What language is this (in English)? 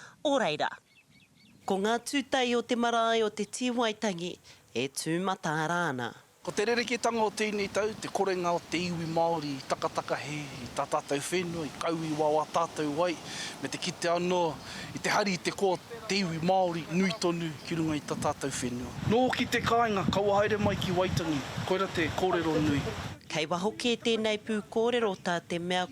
Māori